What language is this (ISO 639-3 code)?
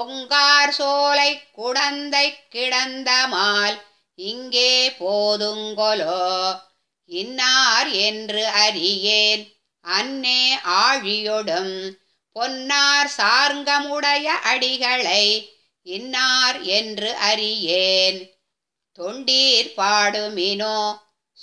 tam